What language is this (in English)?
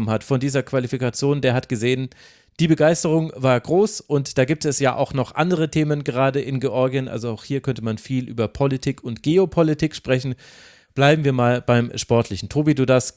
German